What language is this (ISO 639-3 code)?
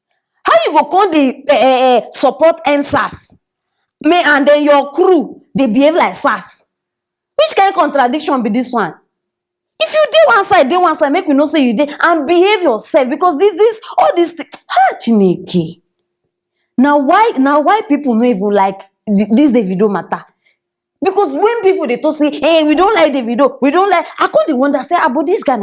pcm